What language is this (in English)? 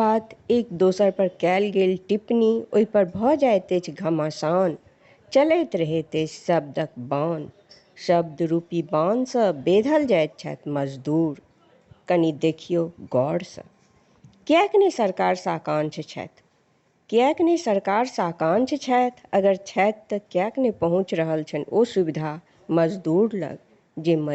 Maithili